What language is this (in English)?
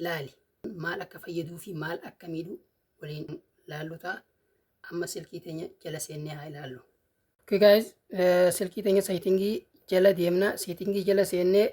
Oromo